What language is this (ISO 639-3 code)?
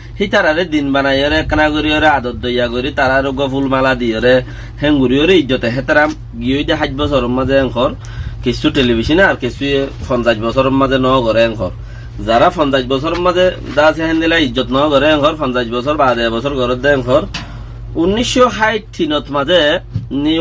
rhg